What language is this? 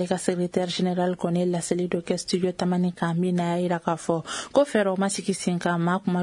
Bambara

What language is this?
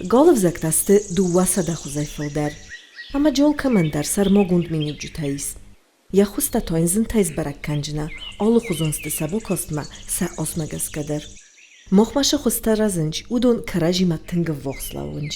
Ossetic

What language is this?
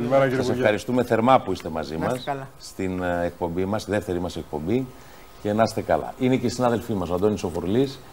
Greek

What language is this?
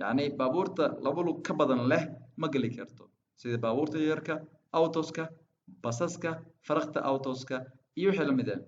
Somali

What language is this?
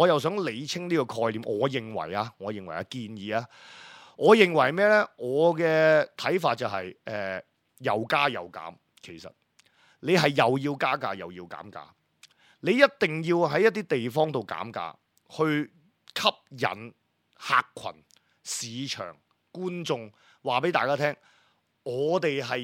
Cantonese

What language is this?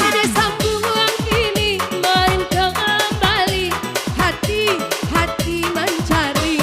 Minangkabau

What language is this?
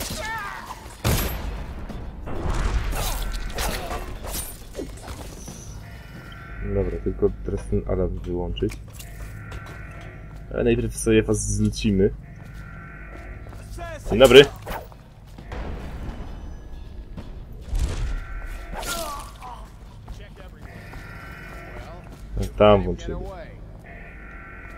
Polish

